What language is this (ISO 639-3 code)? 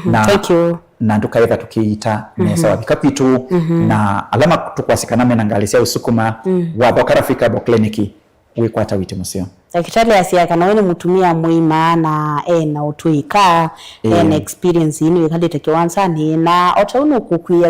kam